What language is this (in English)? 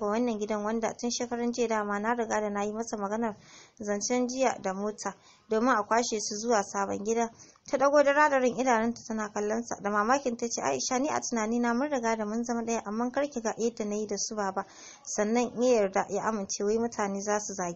Hausa